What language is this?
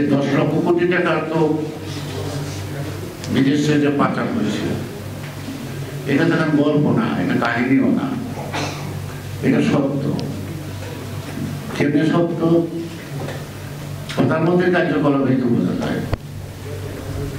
Bangla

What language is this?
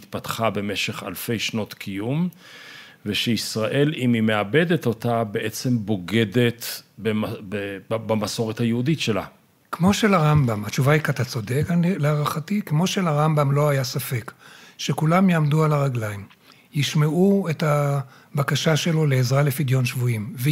Hebrew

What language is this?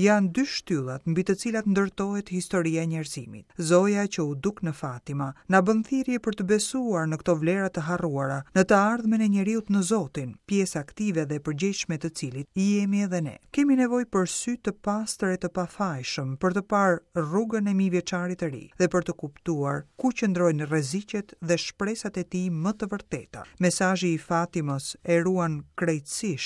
Albanian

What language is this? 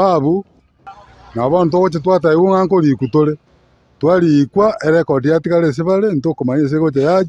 Gusii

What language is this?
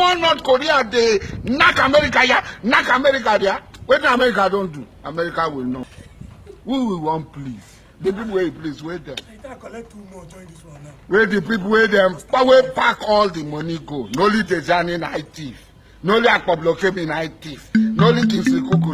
Nigerian Pidgin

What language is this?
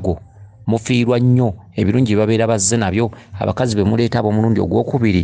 Ganda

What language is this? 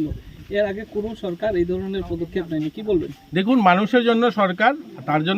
Kok Borok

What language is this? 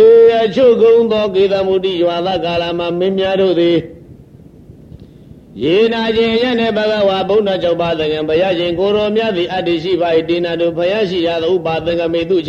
Burmese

